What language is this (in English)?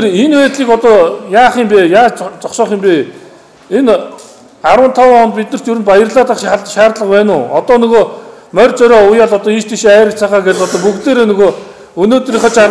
Mongolian